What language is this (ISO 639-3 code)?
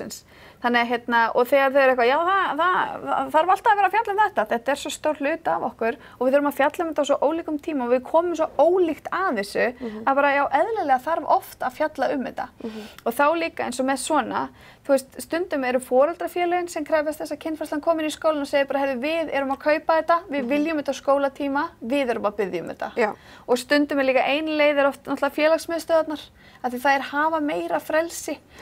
isl